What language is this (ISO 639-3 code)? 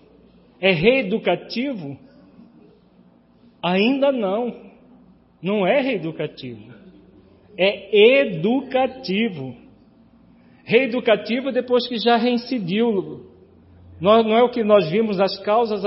por